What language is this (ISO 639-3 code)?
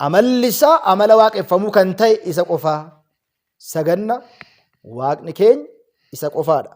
orm